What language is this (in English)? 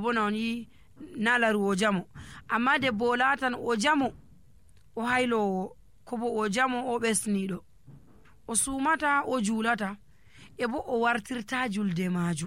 Nigerian Fulfulde